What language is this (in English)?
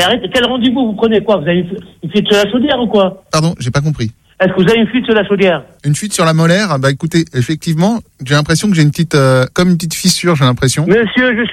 French